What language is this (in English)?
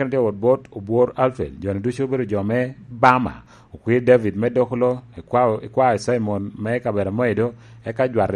Lango (Uganda)